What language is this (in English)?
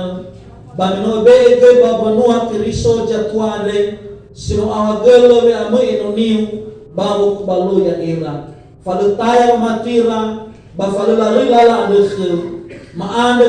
Nias